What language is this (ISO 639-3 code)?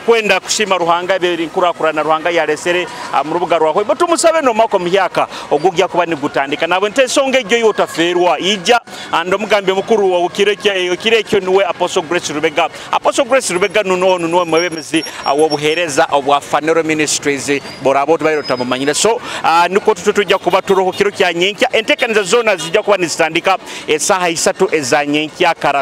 nyo